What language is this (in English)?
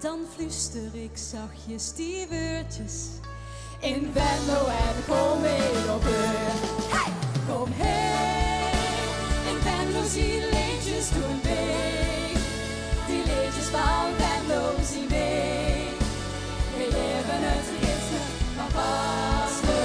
Limburgish